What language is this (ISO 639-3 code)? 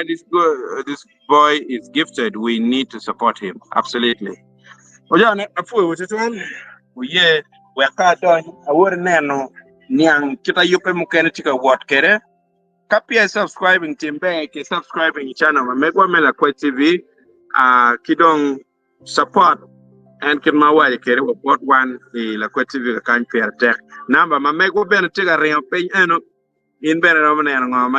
ach